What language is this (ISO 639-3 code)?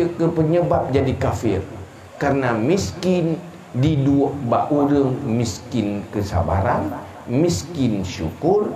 ace